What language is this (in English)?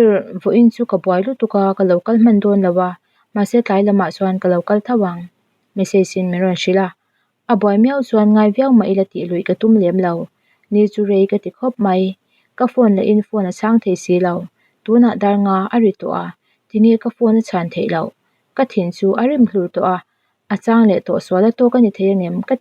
Mizo